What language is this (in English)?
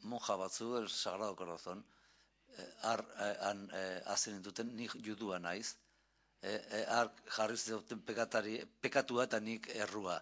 Basque